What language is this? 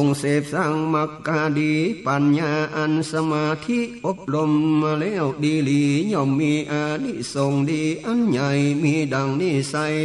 Northern Thai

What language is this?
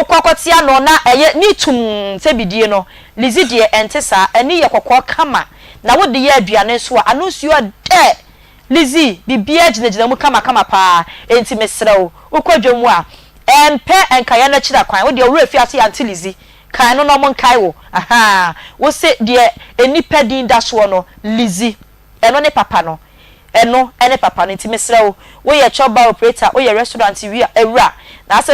Akan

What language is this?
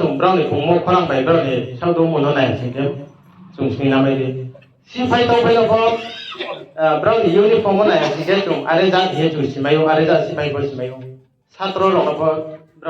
Riang (India)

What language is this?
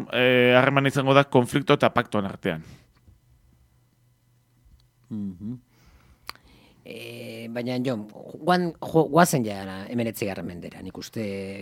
Basque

